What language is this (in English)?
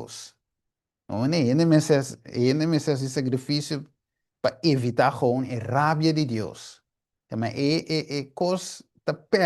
Papiamento